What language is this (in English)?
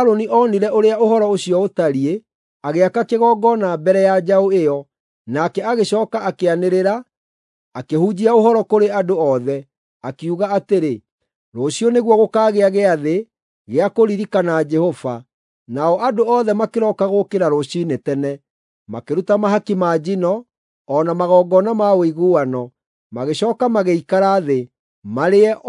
Kikuyu